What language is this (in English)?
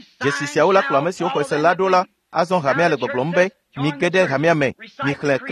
Ewe